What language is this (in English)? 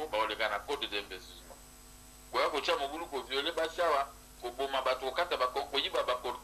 Lingala